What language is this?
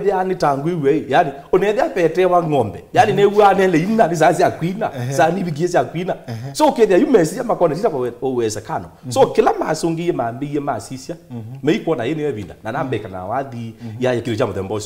Kamba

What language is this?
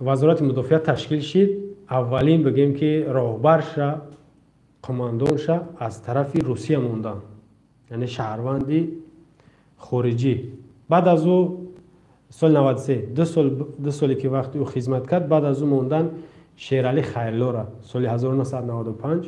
Tajik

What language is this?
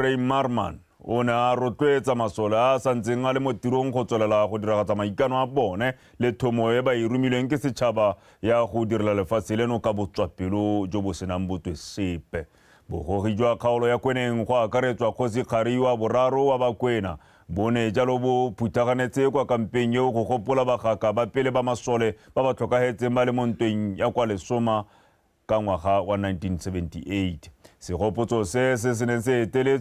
Tswana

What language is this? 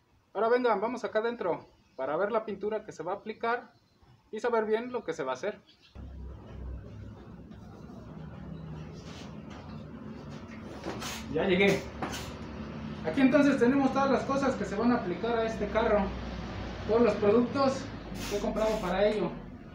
Spanish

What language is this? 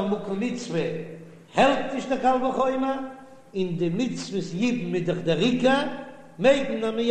Yiddish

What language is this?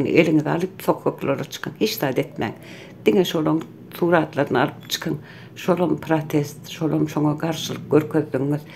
Turkmen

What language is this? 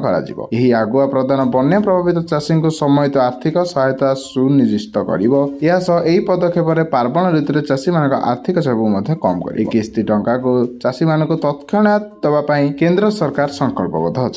Odia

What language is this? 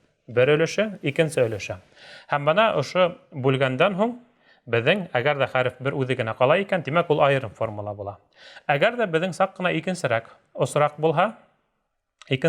Bashkir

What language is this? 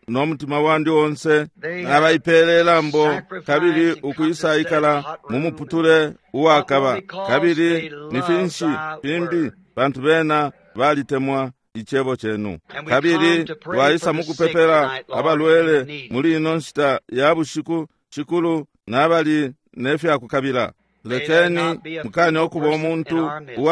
Bemba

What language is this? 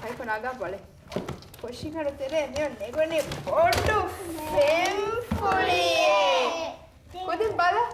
Divehi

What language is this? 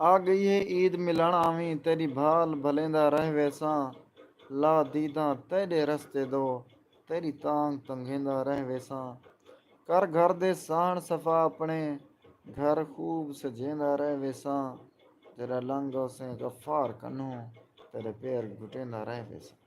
Saraiki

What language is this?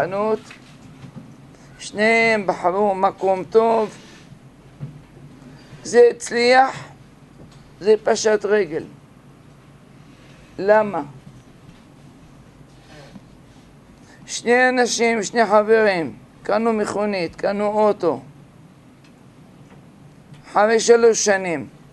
Hebrew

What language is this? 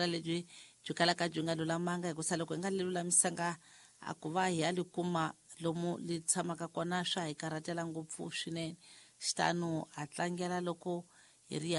Tsonga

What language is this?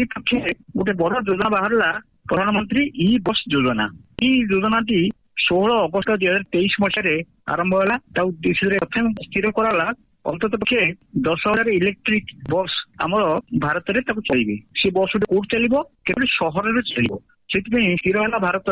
Odia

